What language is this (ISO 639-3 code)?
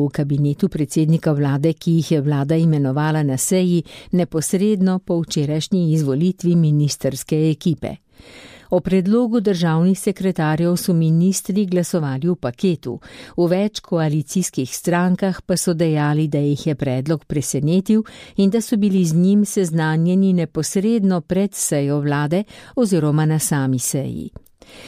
slv